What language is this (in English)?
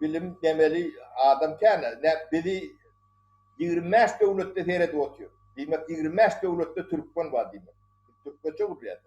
Turkmen